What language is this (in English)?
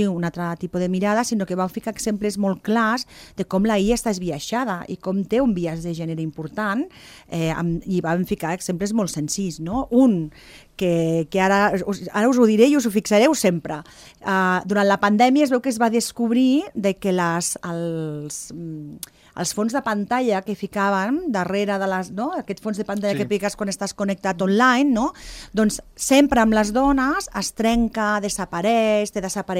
Catalan